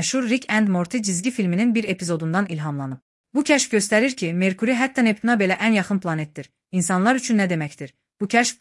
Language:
Azerbaijani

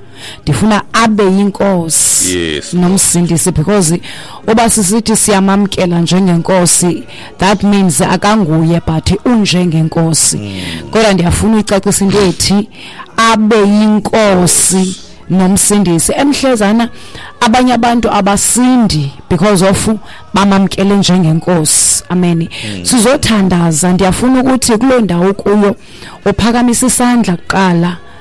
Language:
Xhosa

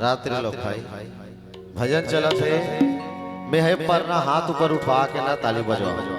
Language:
Chhattisgarhi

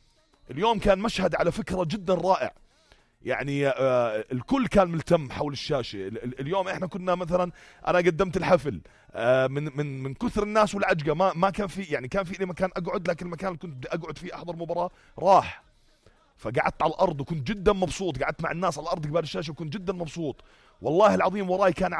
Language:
North Levantine Arabic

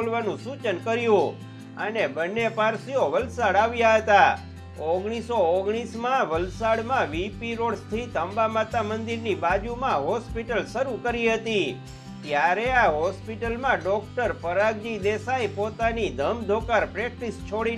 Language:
Gujarati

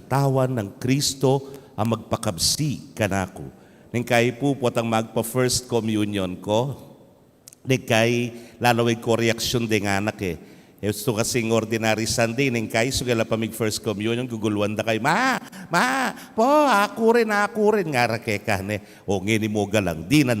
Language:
Pampanga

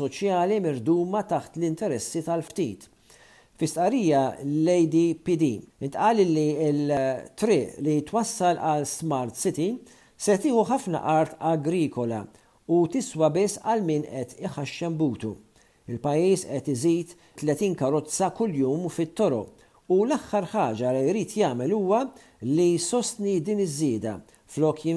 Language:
Maltese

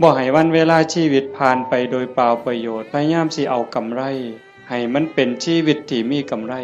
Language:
Northeastern Thai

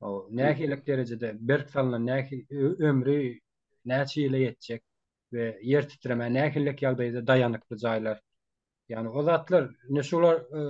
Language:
Turkmen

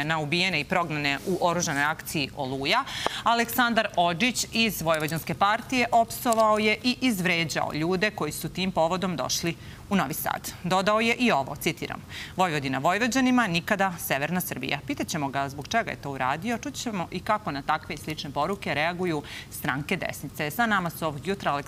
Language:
Serbian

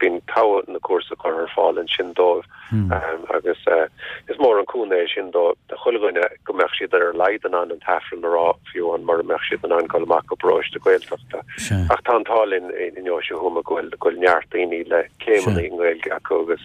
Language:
Irish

